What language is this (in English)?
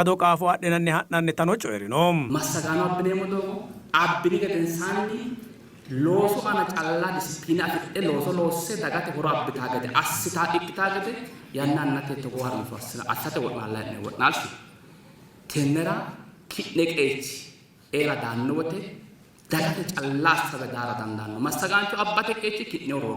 Sidamo